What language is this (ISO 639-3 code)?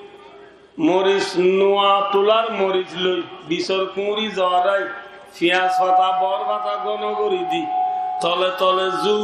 rhg